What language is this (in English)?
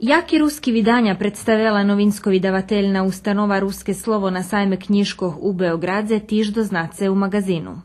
Rusyn